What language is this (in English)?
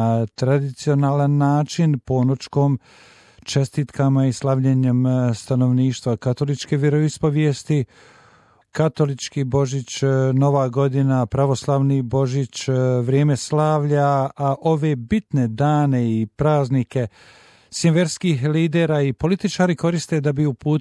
Bosnian